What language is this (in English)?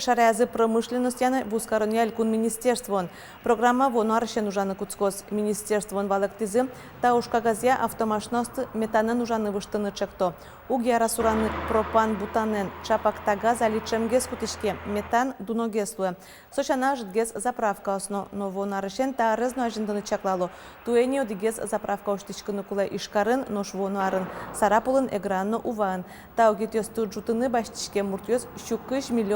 Udmurt